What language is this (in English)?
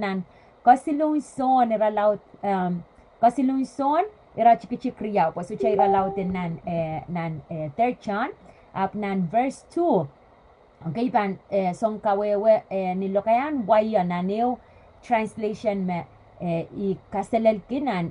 Pohnpeian